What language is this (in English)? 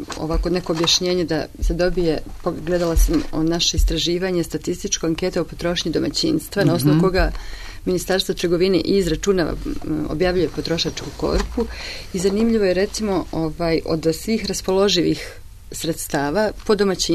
Serbian